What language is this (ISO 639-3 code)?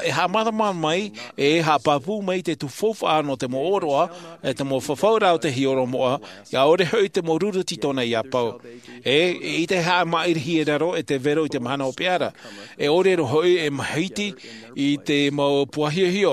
tah